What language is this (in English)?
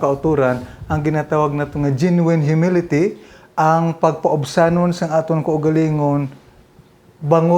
Hiligaynon